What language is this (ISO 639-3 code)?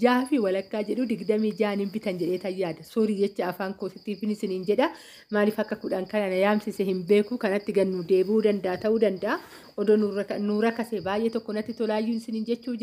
orm